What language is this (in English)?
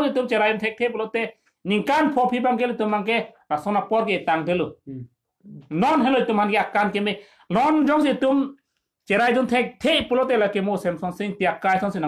Karbi